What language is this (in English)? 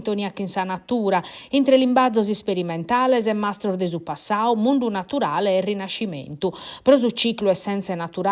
Sardinian